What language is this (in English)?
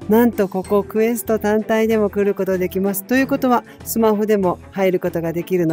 Japanese